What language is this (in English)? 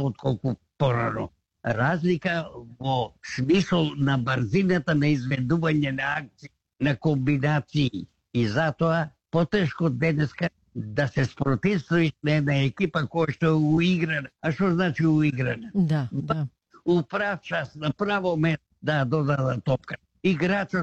Macedonian